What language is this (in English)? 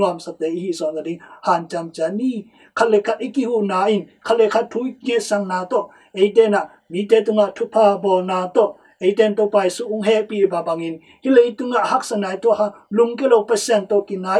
Tedim Chin